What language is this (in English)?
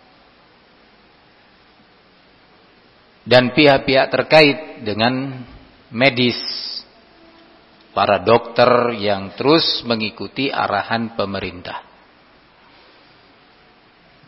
Indonesian